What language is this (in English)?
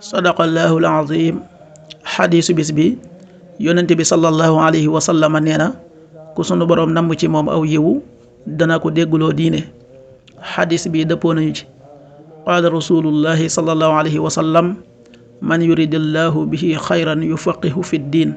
Wolof